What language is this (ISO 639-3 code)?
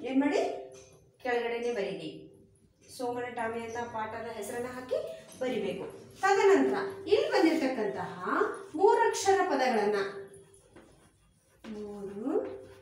kan